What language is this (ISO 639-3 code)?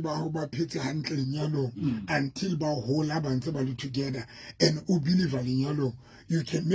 sot